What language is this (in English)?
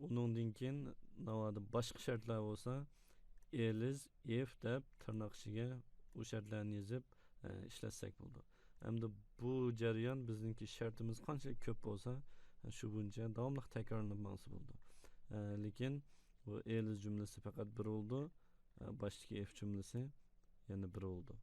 Uyghur